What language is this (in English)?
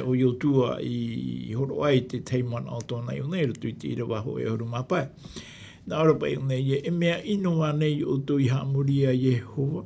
Tahitian